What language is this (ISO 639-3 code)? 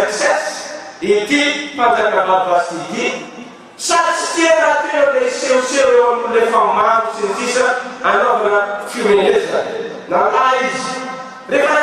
mlg